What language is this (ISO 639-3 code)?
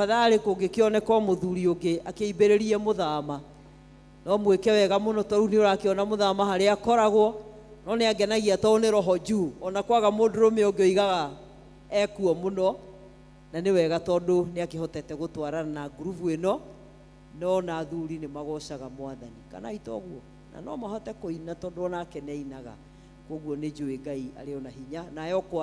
kik